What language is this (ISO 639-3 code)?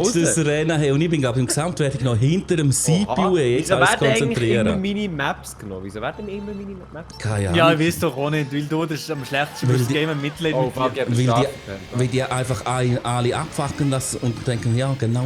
gsw